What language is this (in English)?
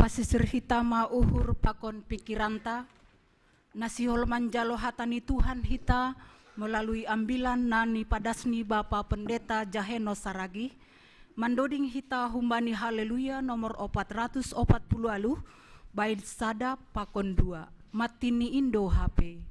Batak Simalungun